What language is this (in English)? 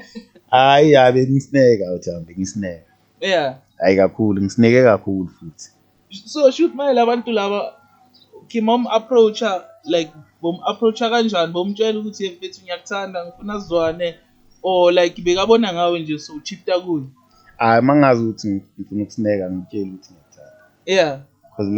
Zulu